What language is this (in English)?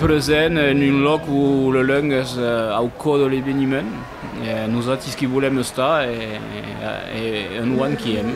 Occitan